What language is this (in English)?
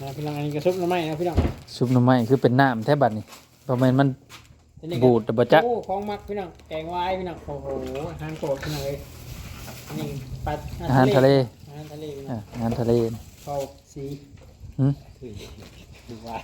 Northeastern Thai